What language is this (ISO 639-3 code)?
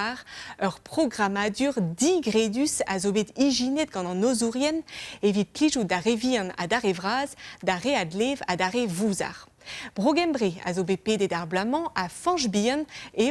bre